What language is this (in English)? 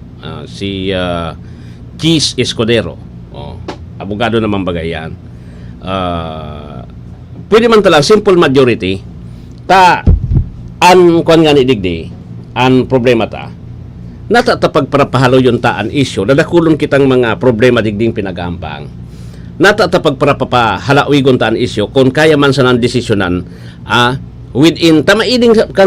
Bikol